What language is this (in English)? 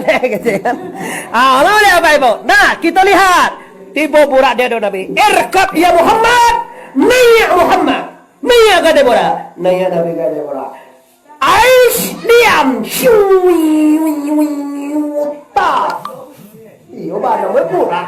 Minangkabau